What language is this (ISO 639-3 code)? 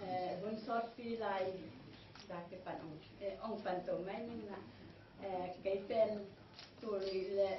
ctd